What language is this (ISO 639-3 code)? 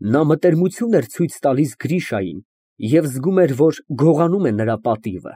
hye